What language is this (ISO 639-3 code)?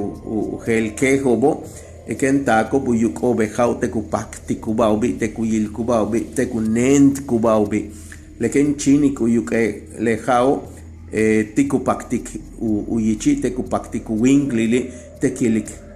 yua